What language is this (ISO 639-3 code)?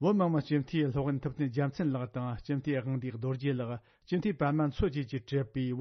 bod